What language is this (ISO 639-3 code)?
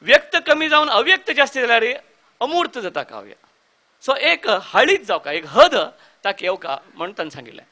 kok